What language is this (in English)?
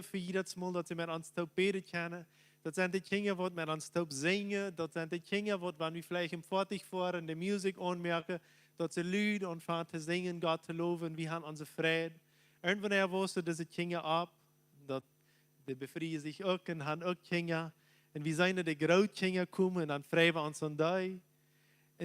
Plautdietsch